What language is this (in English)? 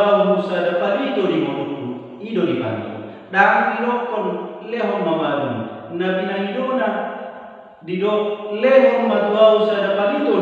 Batak Toba